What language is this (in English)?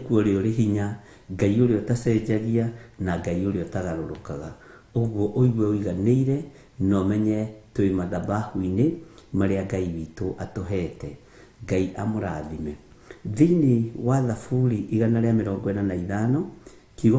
Kikuyu